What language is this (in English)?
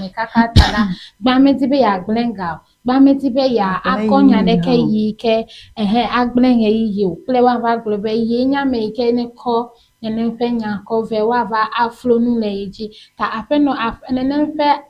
Ewe